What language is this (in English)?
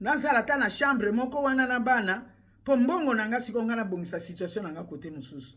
Lingala